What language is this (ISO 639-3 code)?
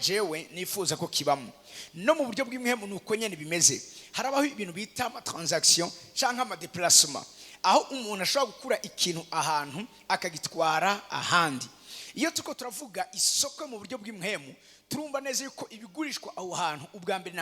run